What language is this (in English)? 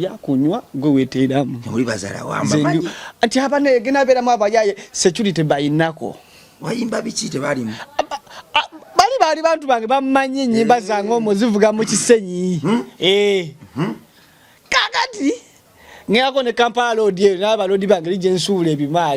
Ganda